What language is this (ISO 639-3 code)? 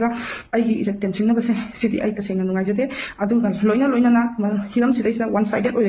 mni